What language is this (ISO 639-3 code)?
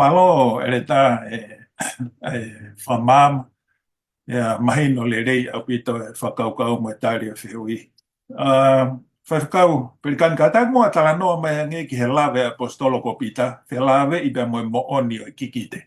ton